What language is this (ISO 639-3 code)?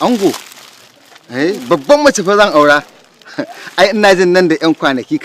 hau